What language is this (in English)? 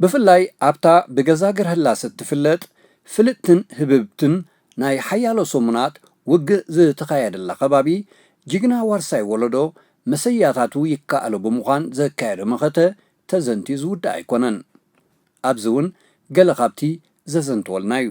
Tigrinya